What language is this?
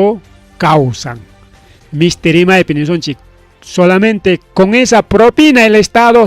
Ayacucho Quechua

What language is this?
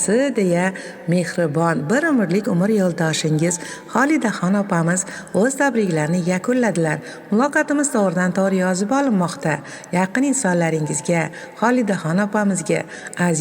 Uzbek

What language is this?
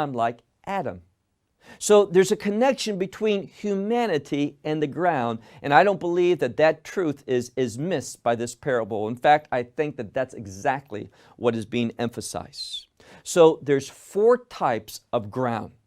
English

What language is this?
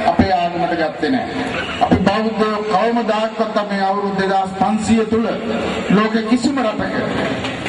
Sinhala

